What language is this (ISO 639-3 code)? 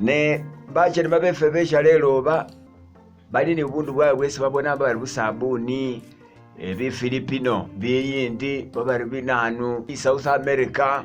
myx